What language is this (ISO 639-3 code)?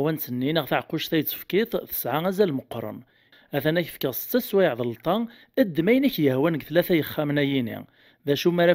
kab